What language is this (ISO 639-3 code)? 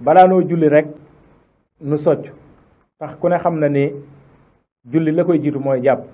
wol